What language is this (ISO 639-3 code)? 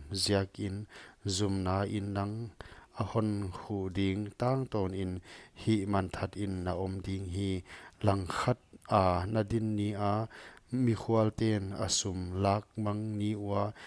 pck